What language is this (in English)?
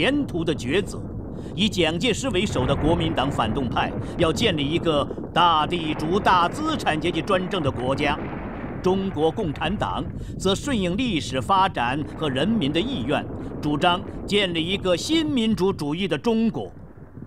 Chinese